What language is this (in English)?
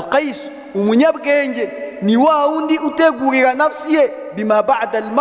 Kinyarwanda